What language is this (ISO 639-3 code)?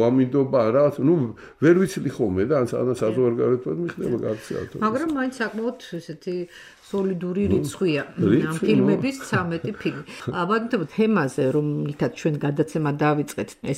kat